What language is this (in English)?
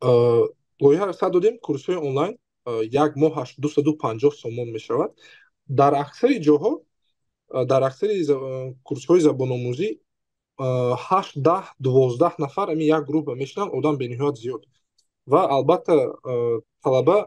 Tajik